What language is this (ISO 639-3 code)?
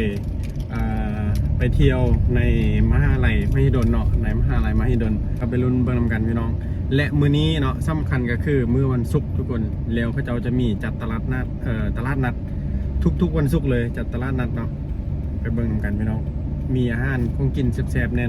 lao